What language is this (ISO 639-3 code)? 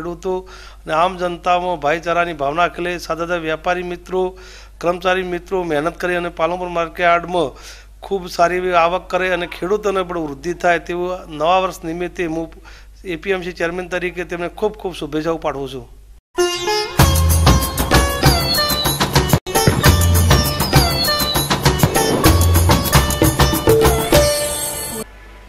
guj